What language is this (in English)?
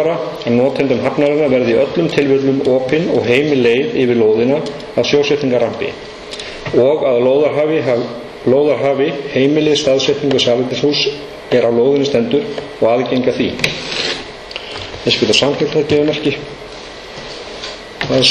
Icelandic